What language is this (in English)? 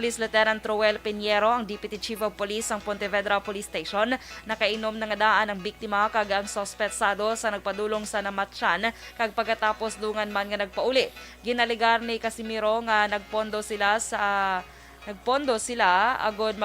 Hiligaynon